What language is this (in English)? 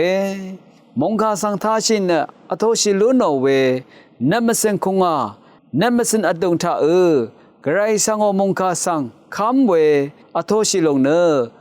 Rawang